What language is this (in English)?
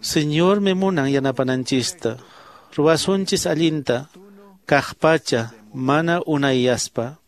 Quechua